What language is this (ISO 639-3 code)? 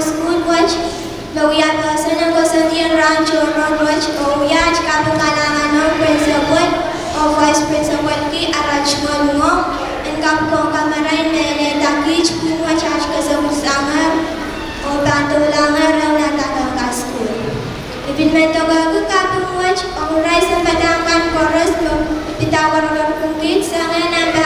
pon